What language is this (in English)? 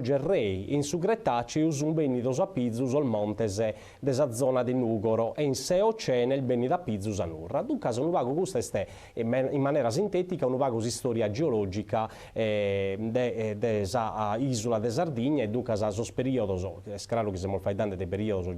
Sardinian